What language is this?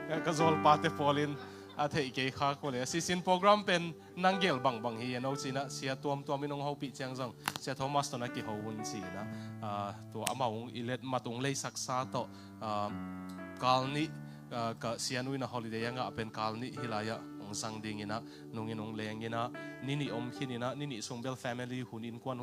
Tedim Chin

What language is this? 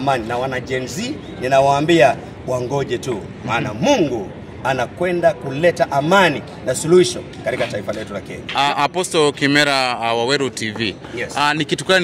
Swahili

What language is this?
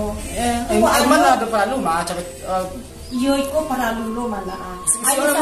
Minangkabau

